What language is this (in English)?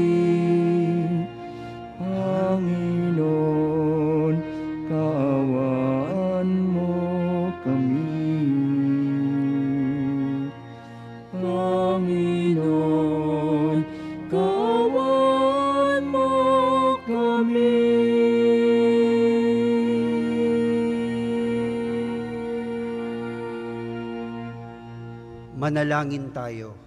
Filipino